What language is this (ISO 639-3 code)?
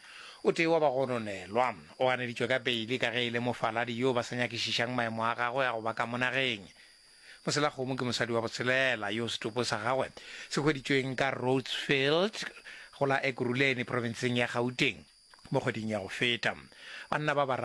nso